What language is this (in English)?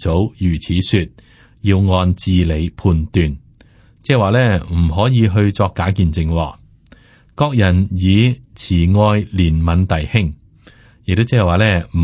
Cantonese